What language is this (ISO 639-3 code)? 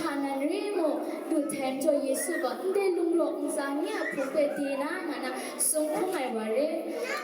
kac